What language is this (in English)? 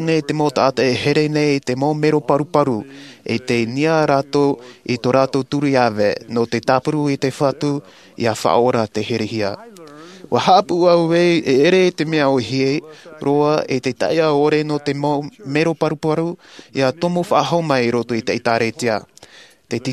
Tahitian